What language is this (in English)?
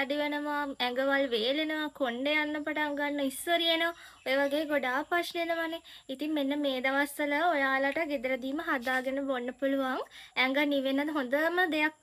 Sinhala